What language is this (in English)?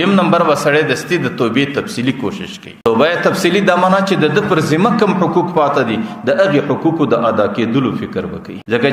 Pashto